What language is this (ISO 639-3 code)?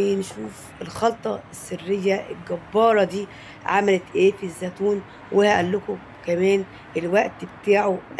arz